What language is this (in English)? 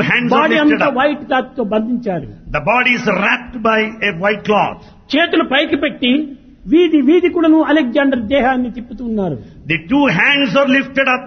Telugu